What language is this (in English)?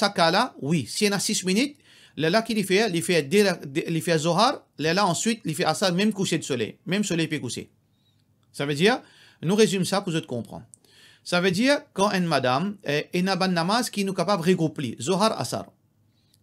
Morisyen